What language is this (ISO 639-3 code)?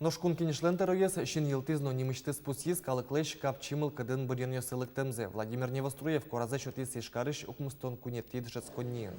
udm